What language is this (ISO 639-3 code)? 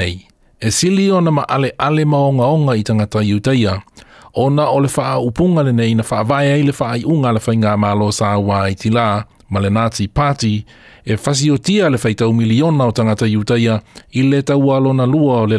smo